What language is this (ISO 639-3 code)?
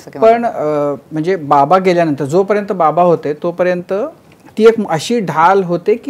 mar